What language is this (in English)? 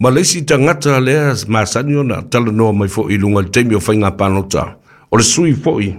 Samoan